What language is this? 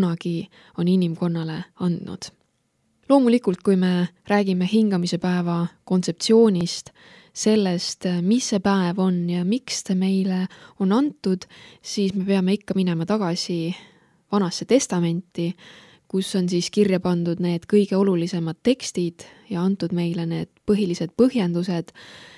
Estonian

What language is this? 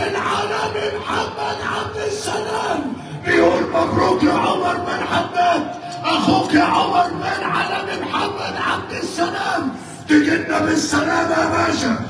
Egyptian Arabic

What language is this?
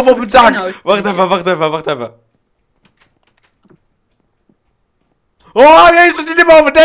Dutch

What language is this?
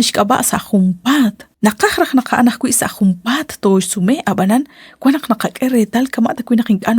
Kekchí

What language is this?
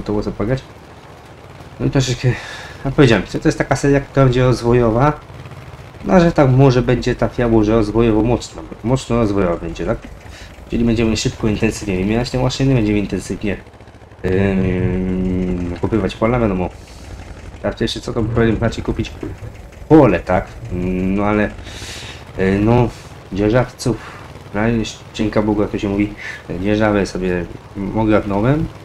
Polish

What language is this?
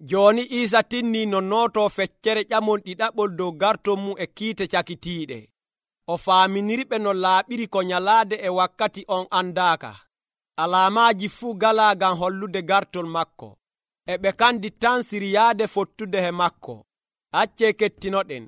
Nigerian Fulfulde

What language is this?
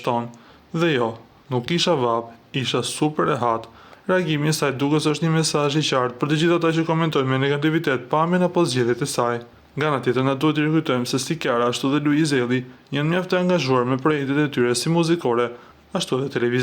Albanian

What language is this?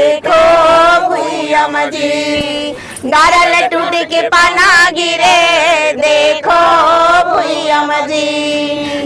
Chhattisgarhi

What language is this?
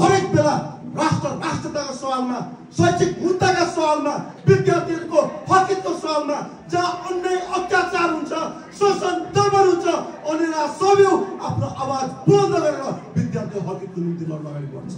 Nepali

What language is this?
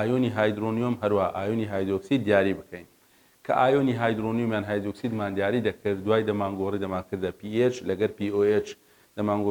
Central Kurdish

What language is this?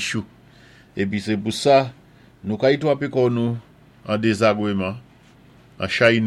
Saint Lucian Creole French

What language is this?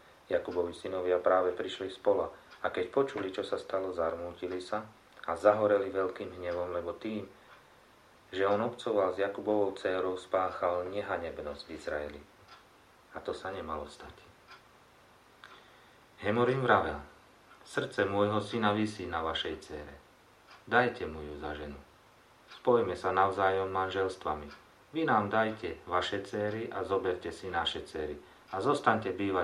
Slovak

